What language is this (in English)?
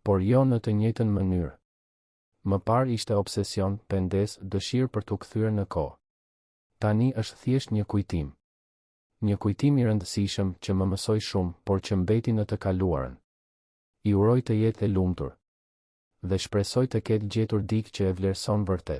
Albanian